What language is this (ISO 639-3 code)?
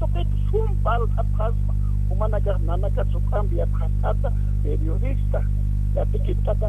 aym